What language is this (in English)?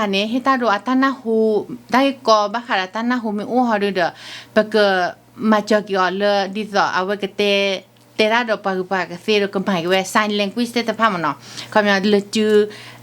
S'gaw Karen